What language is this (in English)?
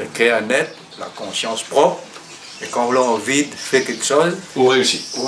Réunion Creole French